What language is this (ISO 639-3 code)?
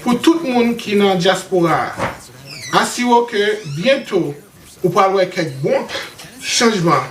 hat